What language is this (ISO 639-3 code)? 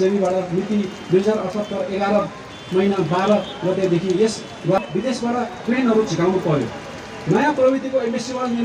nep